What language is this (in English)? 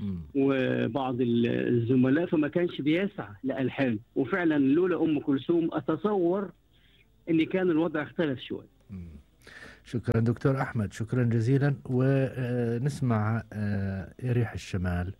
Gulf Arabic